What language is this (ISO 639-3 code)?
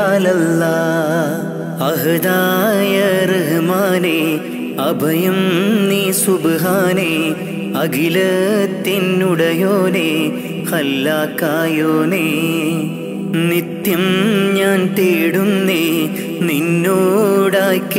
mal